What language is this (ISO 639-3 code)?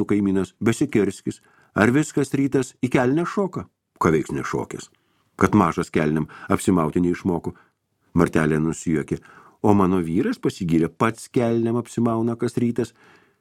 lit